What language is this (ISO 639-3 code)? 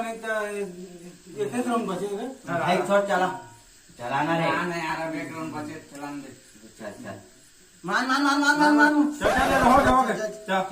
hne